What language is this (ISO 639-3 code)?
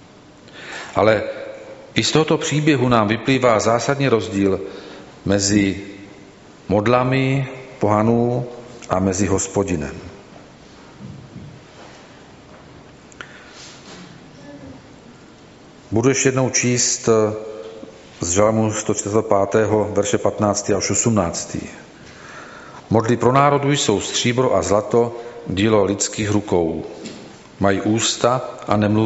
ces